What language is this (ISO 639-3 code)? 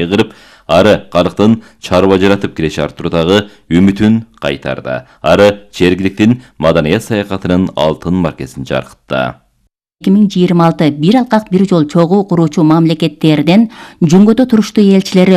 kir